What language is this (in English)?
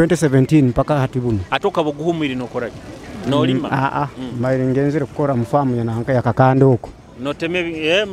Nyoro